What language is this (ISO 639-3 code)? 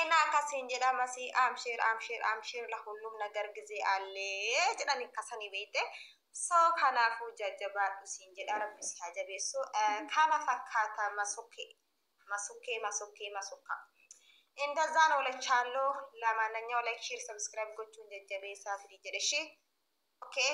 orm